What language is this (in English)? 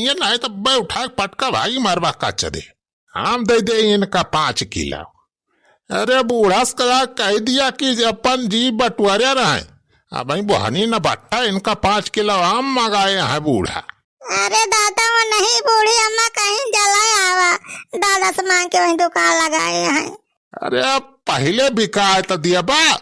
Awadhi